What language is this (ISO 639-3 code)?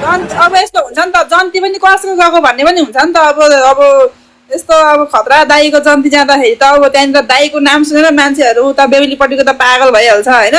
nep